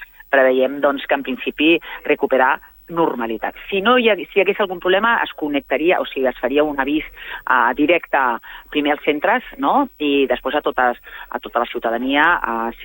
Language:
Catalan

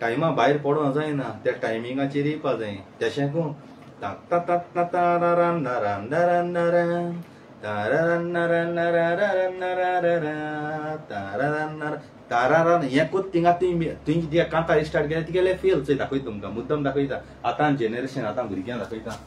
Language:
Konkani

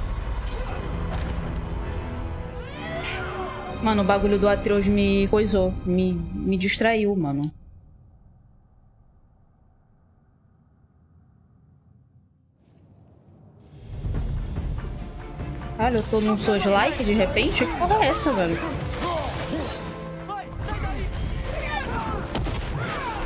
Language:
Portuguese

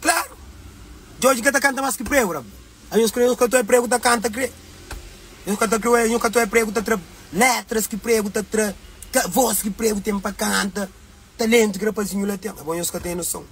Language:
Kabuverdianu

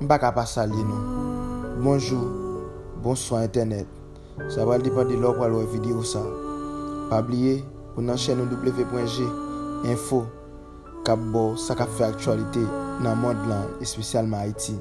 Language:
Haitian Creole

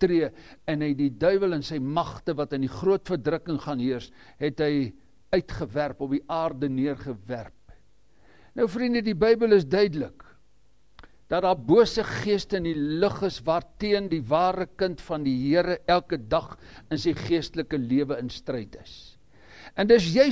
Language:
Afrikaans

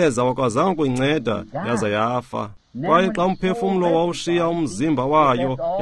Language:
Xhosa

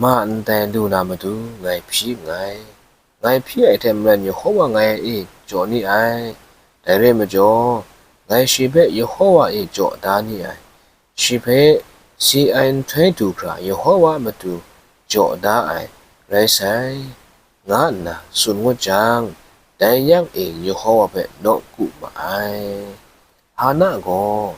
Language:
Kachin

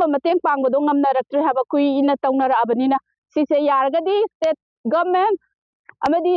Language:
Manipuri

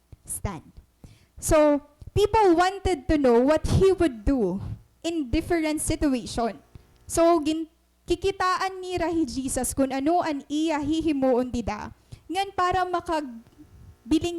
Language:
Waray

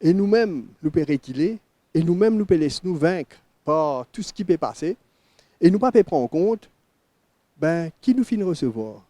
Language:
Morisyen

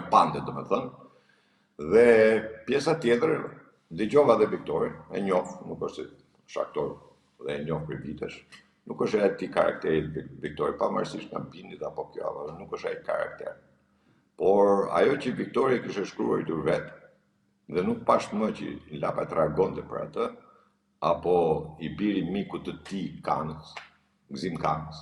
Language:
Albanian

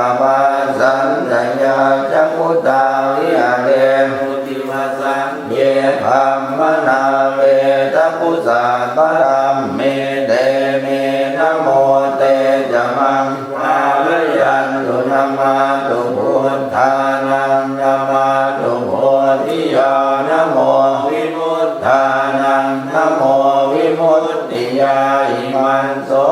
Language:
Pali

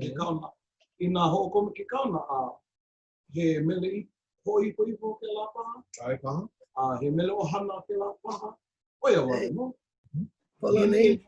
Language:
Hawaiian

